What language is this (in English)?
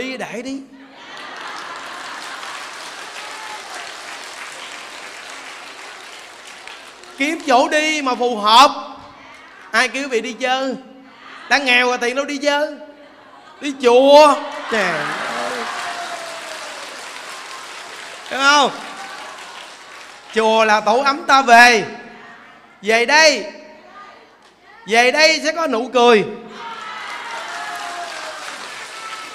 Vietnamese